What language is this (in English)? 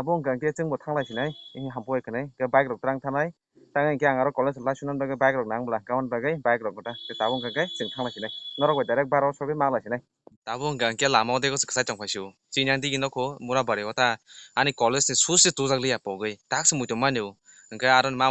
Kok Borok